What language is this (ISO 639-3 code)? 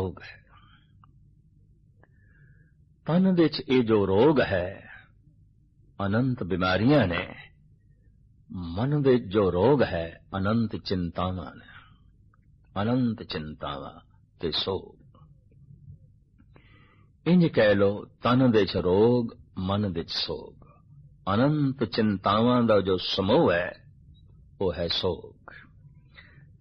pan